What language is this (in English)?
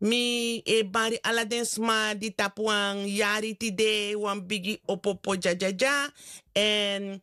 Sranan Tongo